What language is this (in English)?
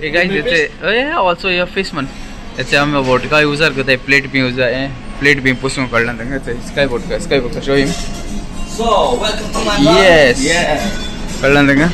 Konkani